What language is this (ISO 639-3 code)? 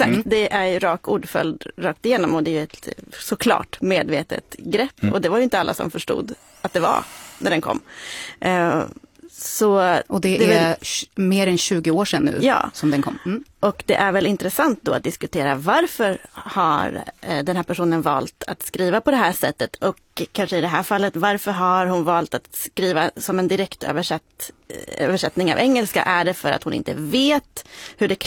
swe